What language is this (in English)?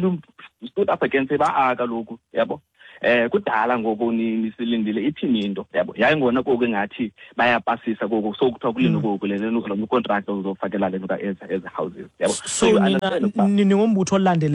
Xhosa